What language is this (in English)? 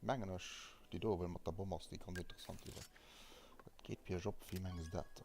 Luxembourgish